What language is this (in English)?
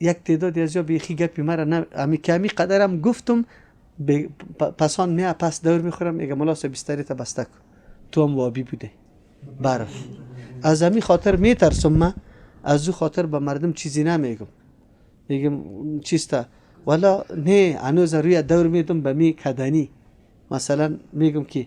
Persian